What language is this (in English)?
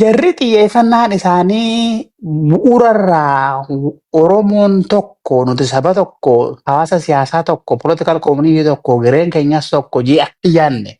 Oromo